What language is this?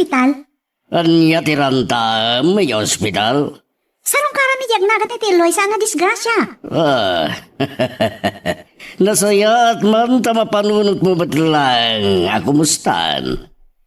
Iloko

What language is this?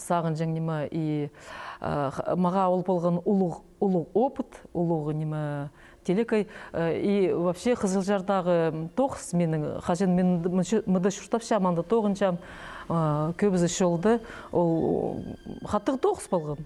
Khakas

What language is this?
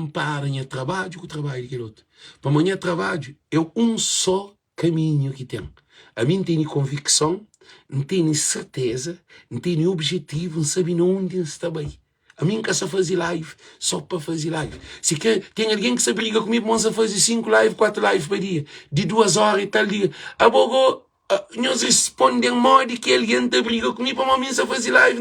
Kabuverdianu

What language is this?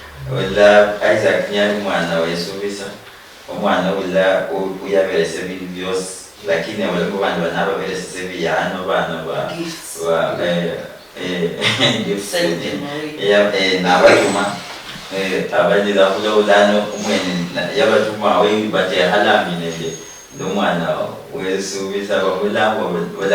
Luyia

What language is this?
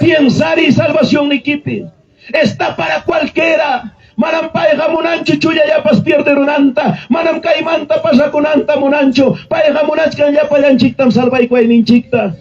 Ayacucho Quechua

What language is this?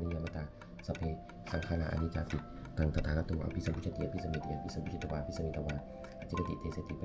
Pali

